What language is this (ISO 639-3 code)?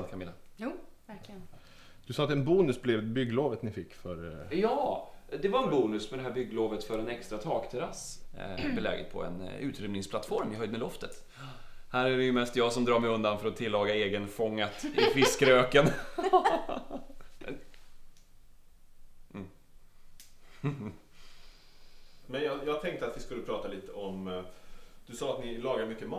swe